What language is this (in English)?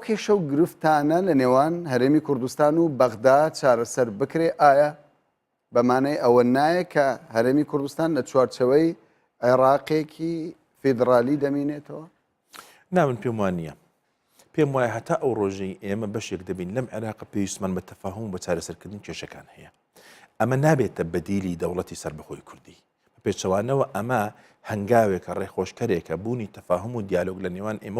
Central Kurdish